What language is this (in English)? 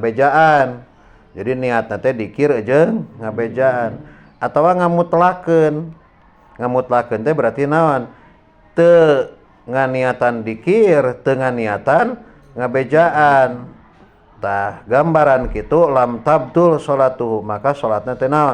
Sundanese